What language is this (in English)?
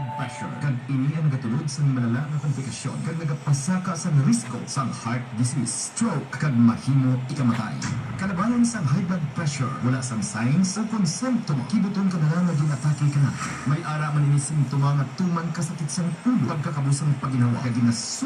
Hiligaynon